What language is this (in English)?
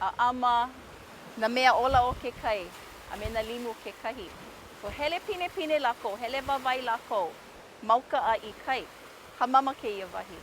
Hawaiian